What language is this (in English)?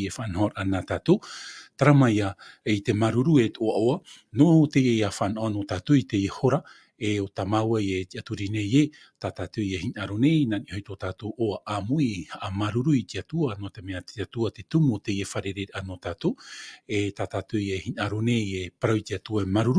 Tahitian